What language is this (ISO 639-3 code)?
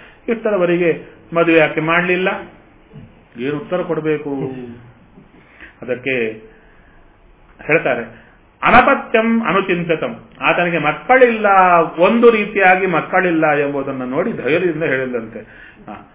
kan